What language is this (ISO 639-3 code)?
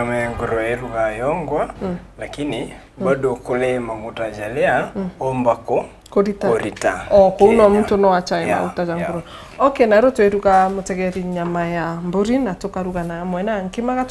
mer